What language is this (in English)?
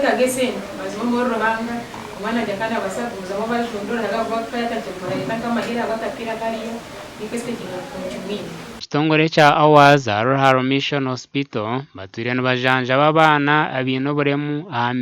Nyankole